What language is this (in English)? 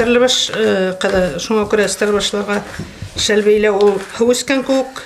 Bashkir